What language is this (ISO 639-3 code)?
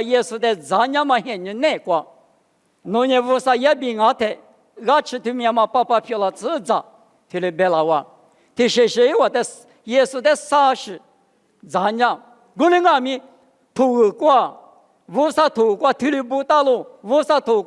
lis